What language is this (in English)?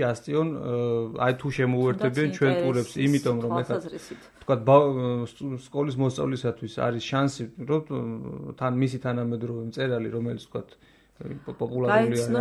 Georgian